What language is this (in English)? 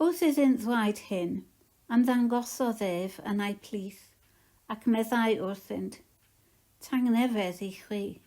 Welsh